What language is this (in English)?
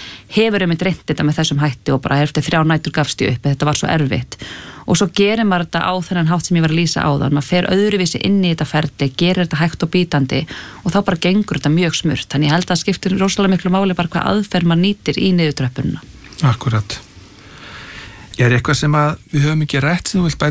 Icelandic